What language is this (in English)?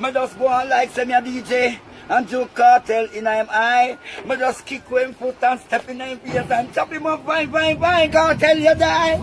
Jamaican Creole English